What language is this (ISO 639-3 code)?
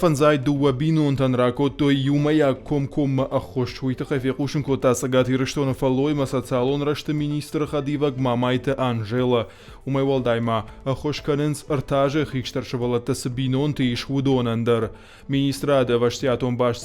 oss